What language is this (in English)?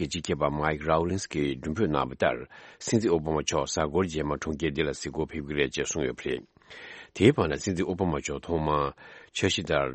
Tibetan